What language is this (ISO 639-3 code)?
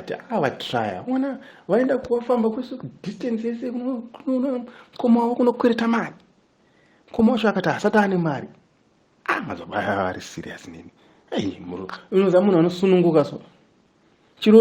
sna